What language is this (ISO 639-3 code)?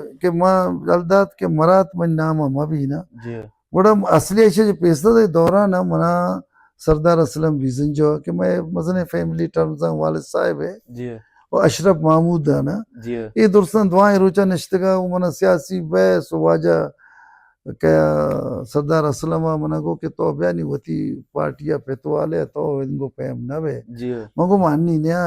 bal